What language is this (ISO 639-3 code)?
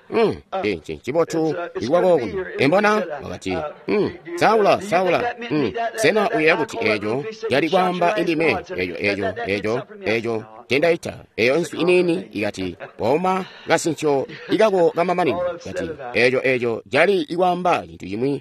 toi